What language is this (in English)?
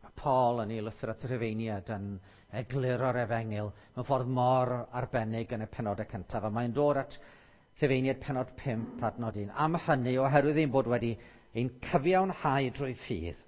Welsh